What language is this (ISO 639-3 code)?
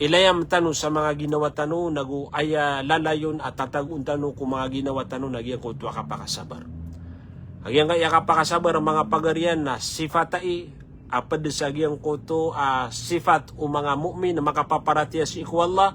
mrw